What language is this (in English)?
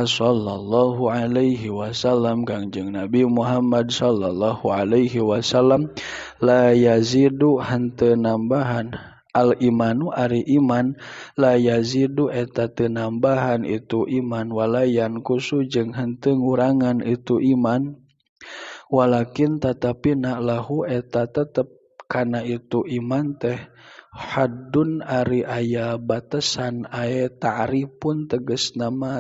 Sundanese